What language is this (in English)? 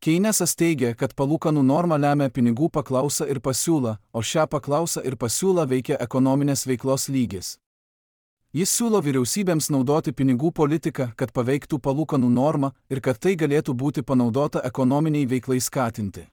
Lithuanian